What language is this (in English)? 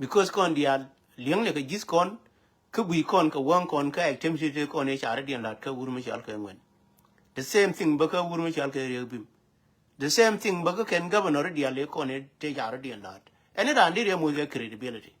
Nuer